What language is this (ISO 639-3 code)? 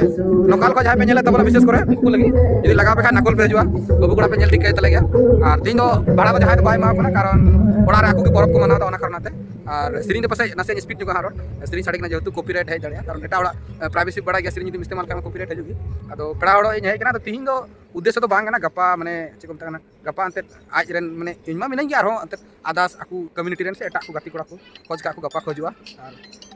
sat